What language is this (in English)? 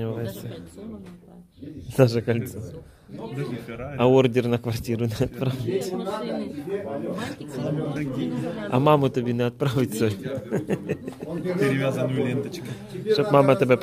Russian